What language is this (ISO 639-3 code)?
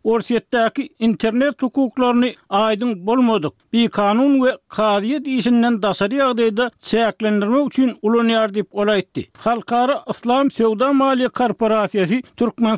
tuk